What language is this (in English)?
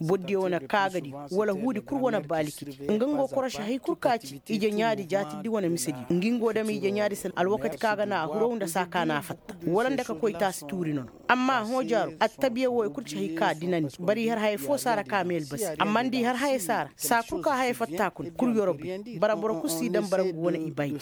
Koyraboro Senni